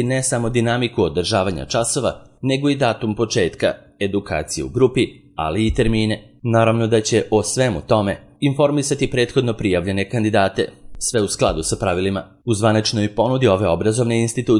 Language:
Serbian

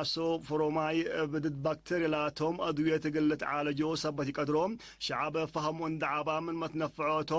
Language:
Tigre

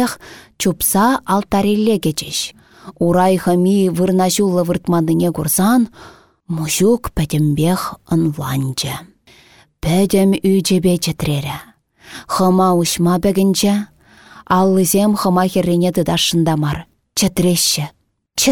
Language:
Chuvash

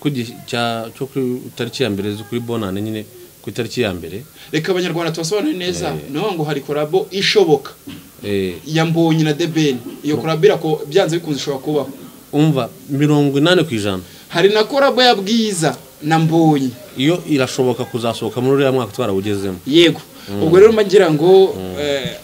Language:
Kinyarwanda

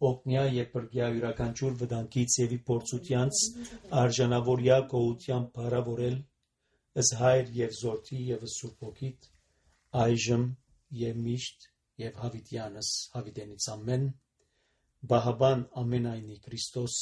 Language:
Armenian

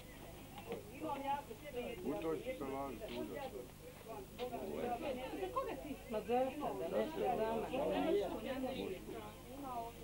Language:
Bosnian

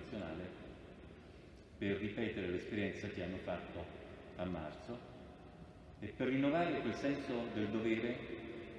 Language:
Italian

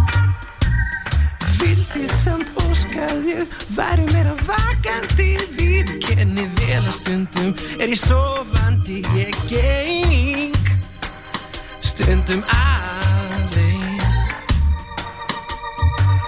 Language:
Icelandic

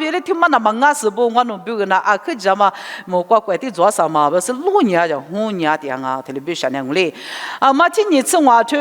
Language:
Lisu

